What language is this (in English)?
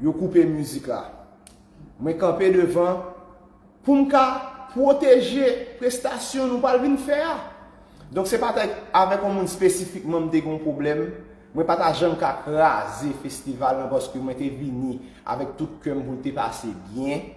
Haitian Creole